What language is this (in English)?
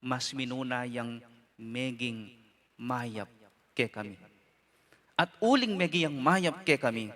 Pampanga